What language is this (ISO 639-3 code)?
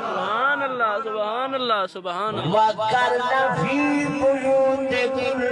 skr